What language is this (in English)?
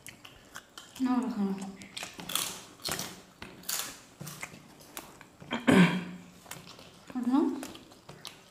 Bangla